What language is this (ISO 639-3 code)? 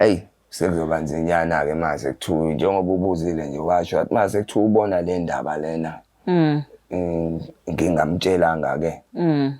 zul